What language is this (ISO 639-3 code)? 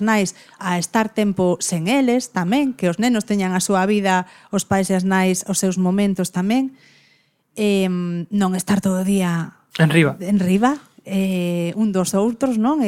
glg